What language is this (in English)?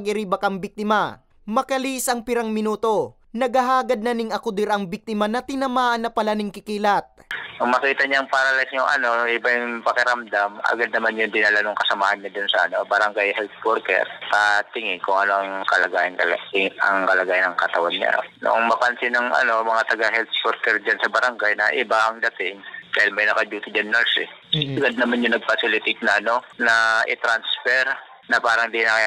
Bikol